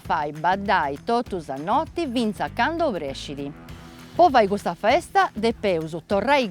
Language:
Sardinian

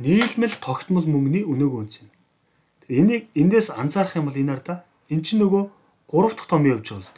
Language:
Mongolian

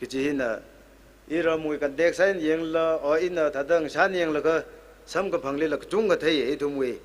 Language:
Tangkhul Naga (India)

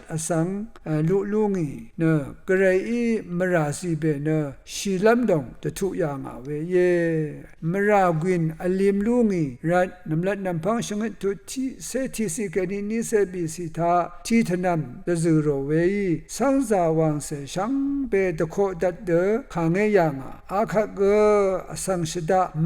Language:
Rawang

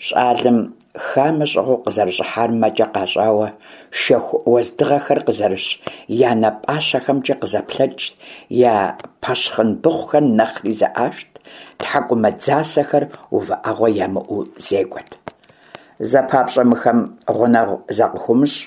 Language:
Kabardian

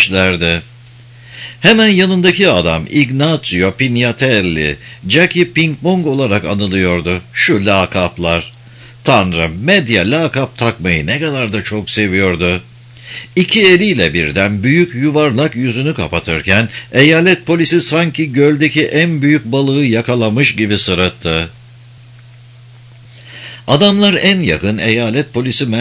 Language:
Turkish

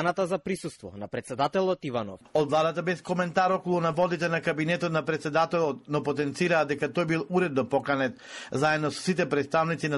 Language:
Macedonian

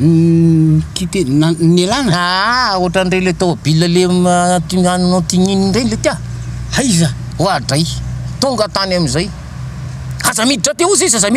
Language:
Malagasy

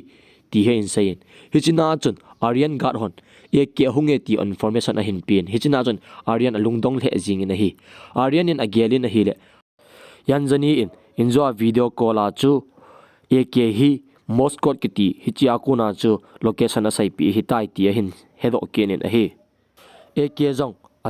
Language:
Thado Chin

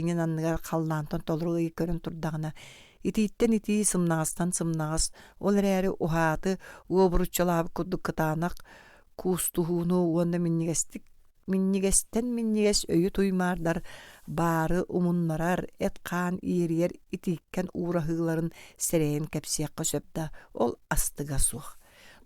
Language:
Yakut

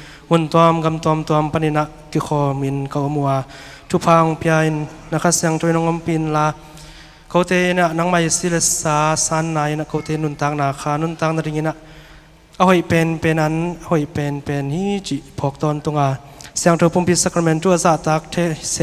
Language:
Tedim Chin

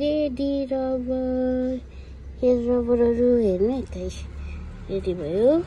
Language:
Nepali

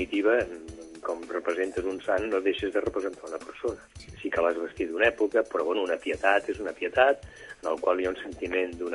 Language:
Catalan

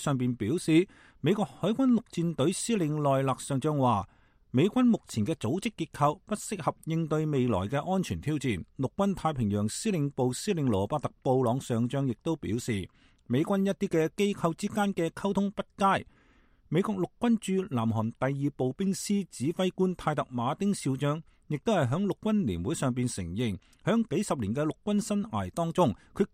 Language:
Cantonese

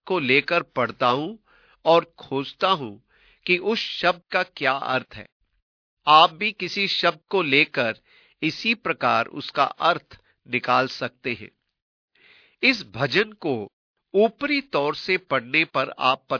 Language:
Hindi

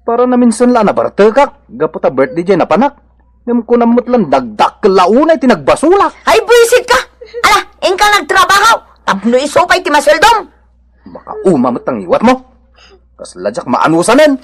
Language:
Iloko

